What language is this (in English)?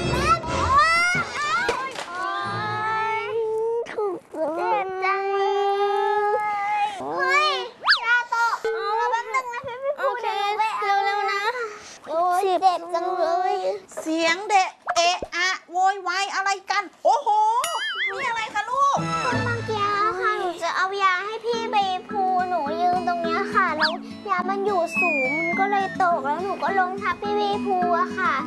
Thai